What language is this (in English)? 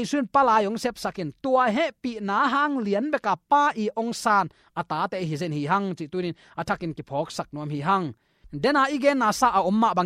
Tedim Chin